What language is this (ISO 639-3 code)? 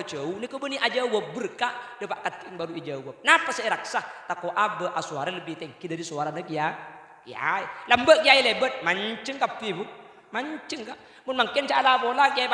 mad